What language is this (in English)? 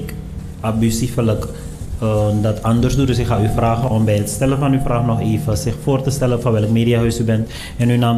Dutch